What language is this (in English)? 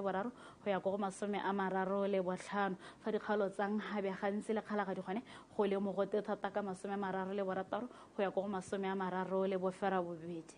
Tswana